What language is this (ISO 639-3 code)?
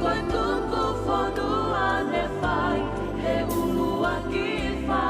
ton